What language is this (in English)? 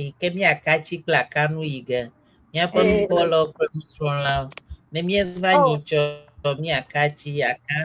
Ewe